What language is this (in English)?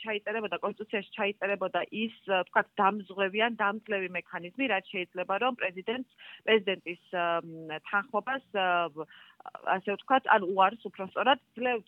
Georgian